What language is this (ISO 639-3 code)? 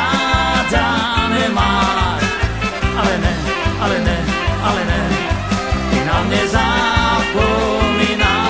ces